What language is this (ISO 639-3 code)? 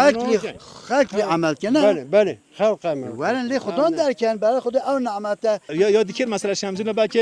kur